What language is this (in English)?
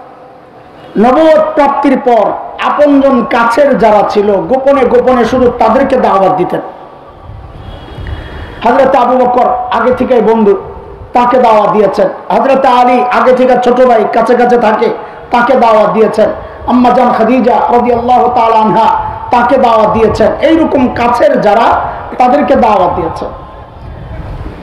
Bangla